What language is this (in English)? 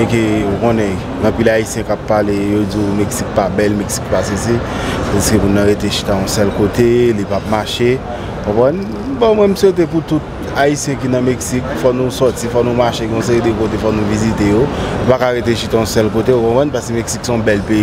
Haitian Creole